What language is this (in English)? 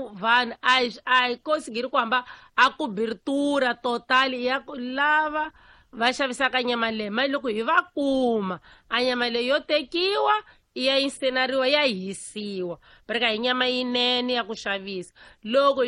Tsonga